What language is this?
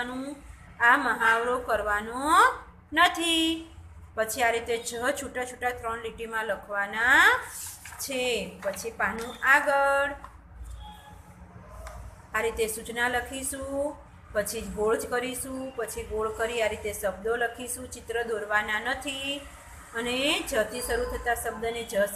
Gujarati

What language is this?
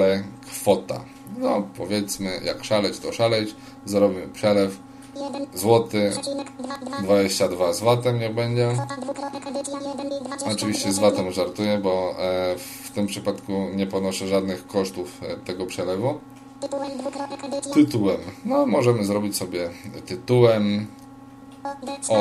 Polish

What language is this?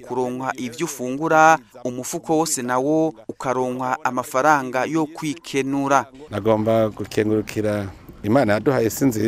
Rundi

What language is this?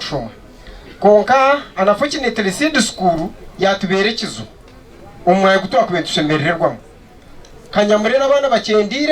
Nyankole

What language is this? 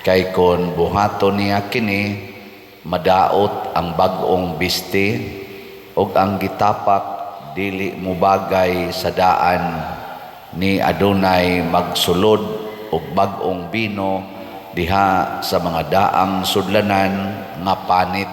Cebuano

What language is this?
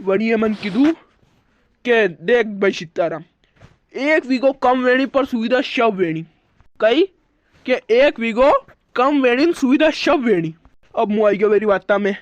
Rajasthani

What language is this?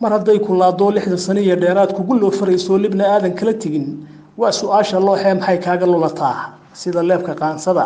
Somali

